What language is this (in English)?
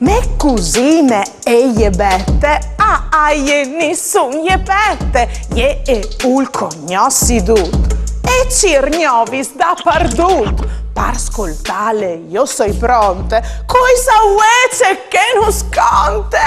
Friulian